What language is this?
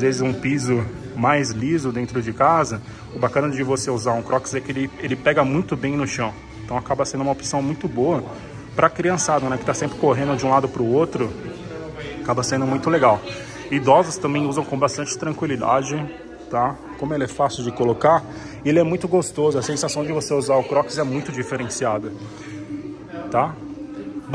Portuguese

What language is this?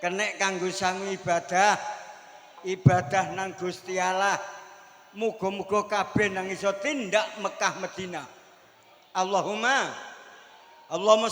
Javanese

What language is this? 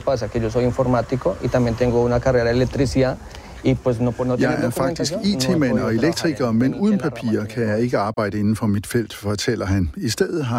Danish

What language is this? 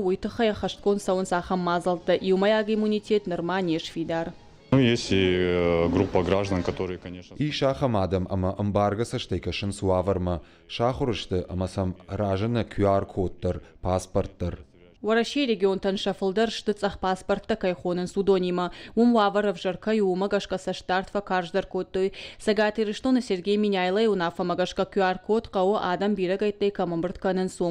Ossetic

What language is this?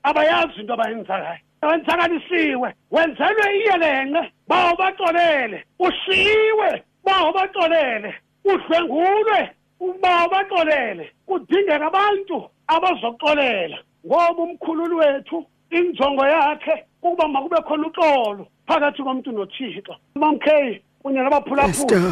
Xhosa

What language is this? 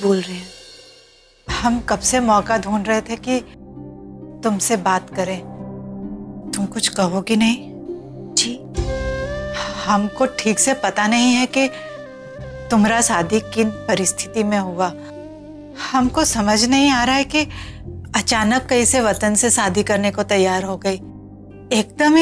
Hindi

